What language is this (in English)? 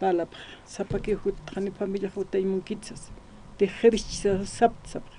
Aymara